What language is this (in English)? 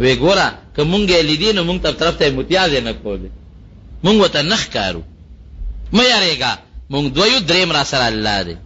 Pashto